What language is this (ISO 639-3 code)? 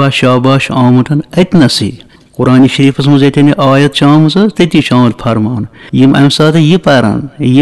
kas